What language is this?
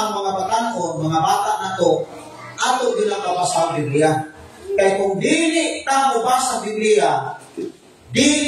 Cebuano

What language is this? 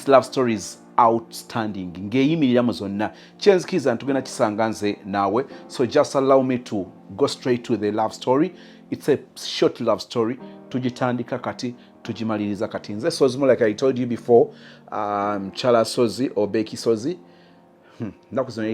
Ganda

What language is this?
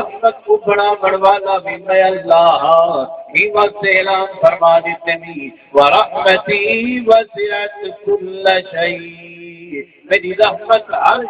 Saraiki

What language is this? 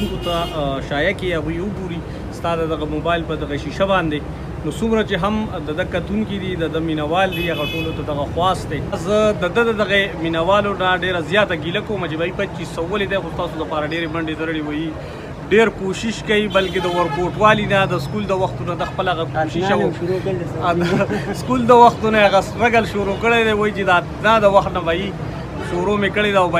Pashto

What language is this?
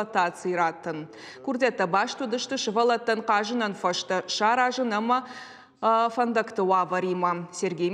Ossetic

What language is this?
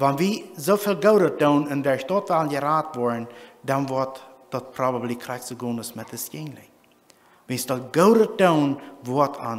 Plautdietsch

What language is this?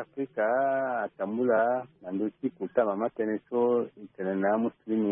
Sango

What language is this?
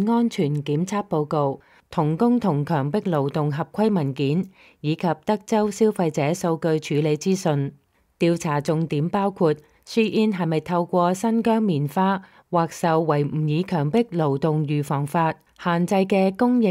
Cantonese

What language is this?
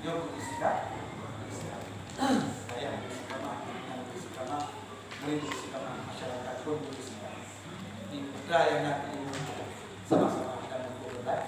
Achinese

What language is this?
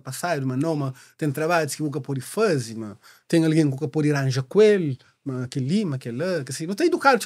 Kabuverdianu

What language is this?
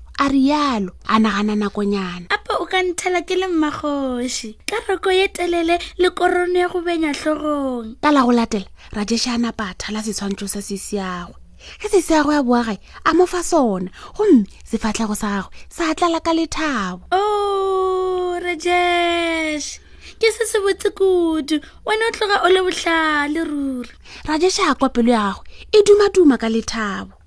Northern Sotho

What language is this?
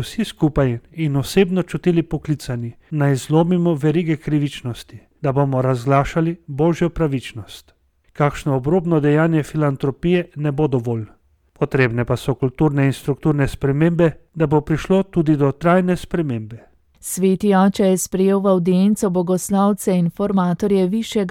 Slovenian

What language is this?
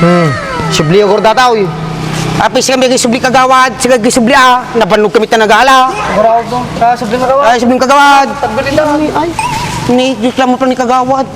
Iloko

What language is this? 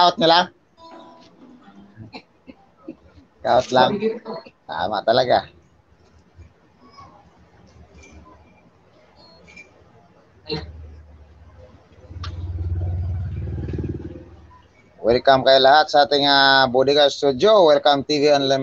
Filipino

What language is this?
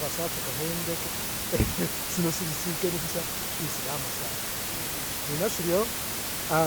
Masaaba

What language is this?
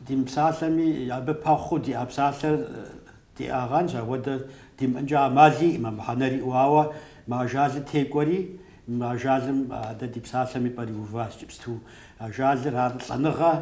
Kabardian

